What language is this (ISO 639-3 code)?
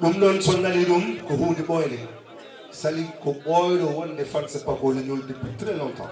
ful